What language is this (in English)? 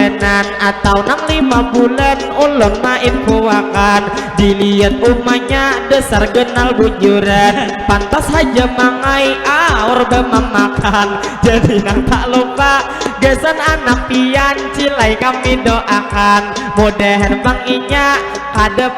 Banjar